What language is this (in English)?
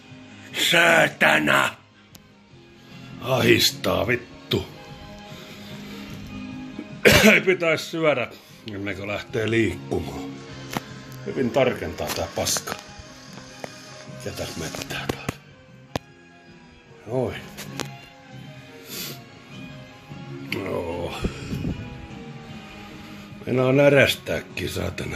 Finnish